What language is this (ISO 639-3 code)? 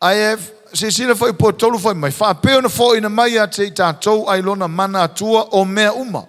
smo